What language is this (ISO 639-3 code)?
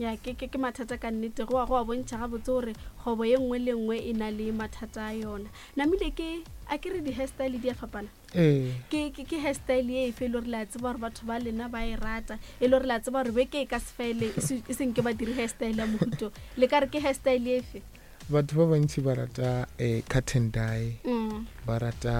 nso